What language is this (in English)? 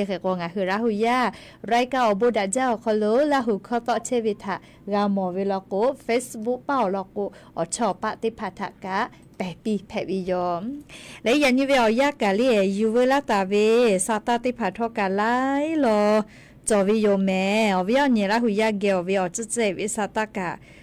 Lahu